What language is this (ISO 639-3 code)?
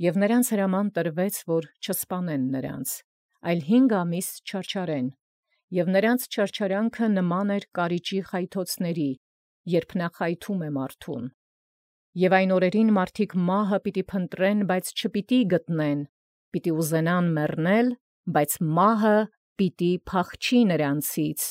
hye